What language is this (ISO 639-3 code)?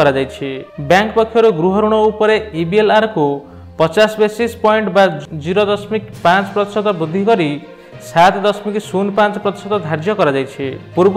ori